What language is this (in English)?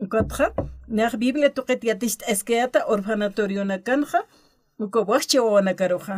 Aymara